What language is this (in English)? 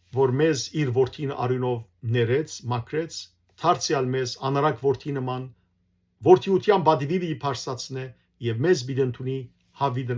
Western Armenian